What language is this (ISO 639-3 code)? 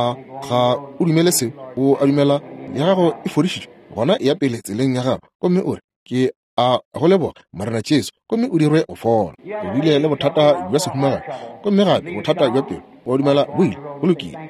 nso